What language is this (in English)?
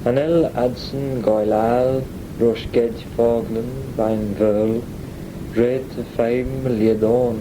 Manx